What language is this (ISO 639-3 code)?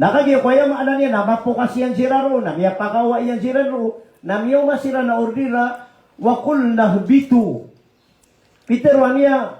mrw